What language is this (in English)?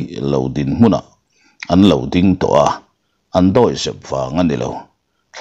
Mizo